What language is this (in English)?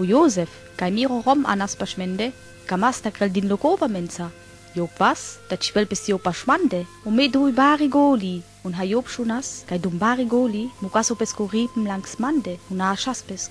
Sinte Romani